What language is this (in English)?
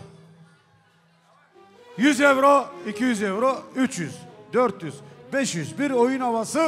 Turkish